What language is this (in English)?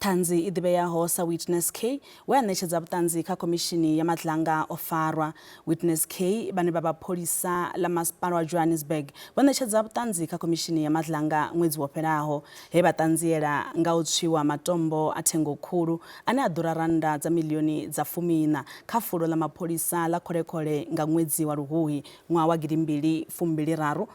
Venda